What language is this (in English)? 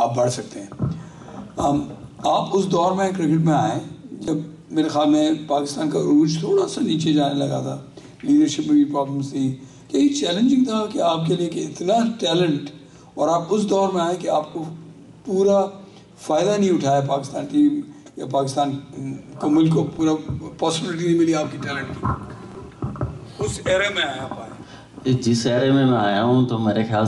Urdu